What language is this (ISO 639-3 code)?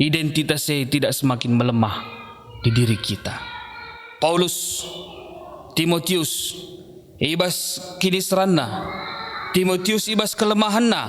btx